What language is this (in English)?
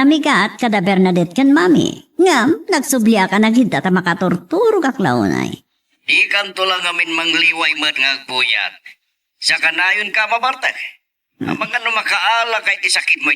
Iloko